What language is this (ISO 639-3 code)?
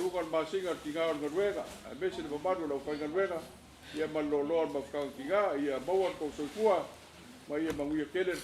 smo